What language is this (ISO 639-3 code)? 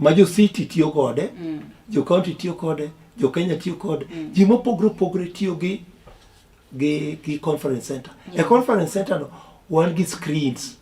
luo